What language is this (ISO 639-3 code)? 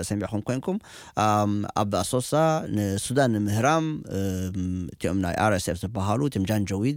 tir